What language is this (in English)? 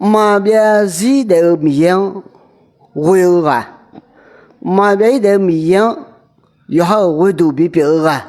Akha